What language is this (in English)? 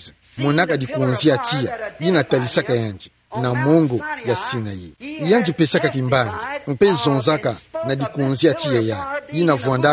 Kituba (Democratic Republic of Congo)